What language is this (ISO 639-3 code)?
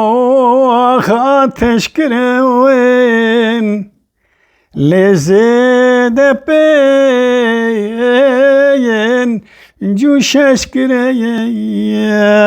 kur